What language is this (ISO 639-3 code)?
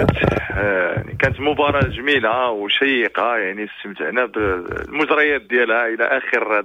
ary